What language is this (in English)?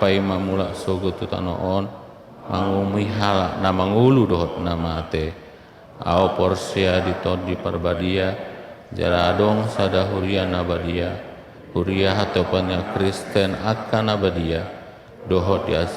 Batak Toba